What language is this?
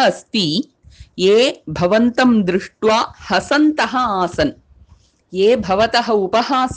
Sanskrit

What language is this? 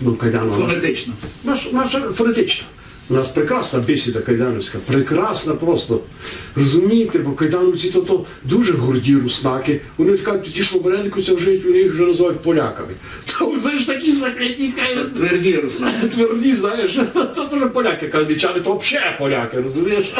Rusyn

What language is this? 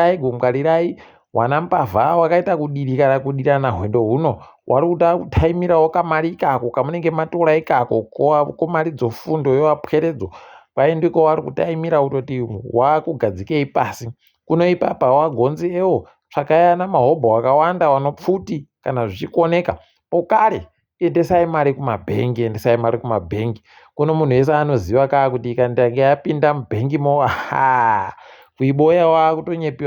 Ndau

